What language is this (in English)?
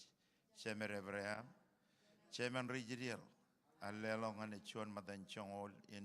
Marshallese